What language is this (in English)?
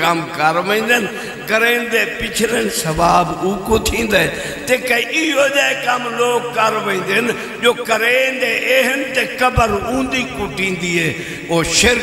Saraiki